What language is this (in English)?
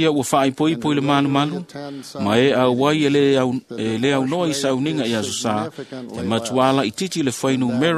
Samoan